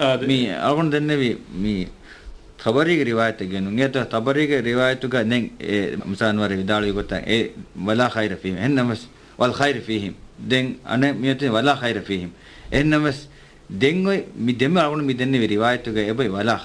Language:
Divehi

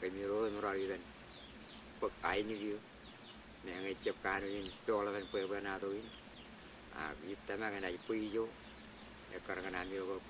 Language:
Marshallese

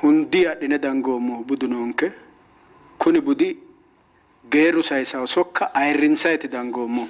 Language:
Sidamo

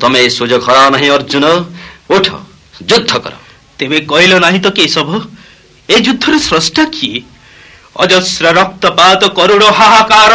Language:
Odia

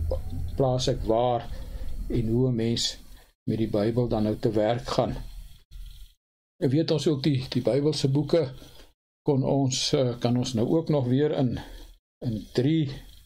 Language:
Afrikaans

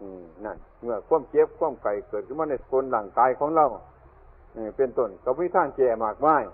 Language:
Northeastern Thai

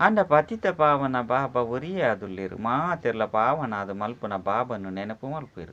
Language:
Tulu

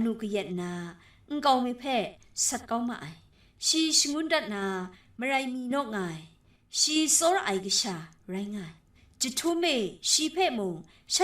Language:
Kachin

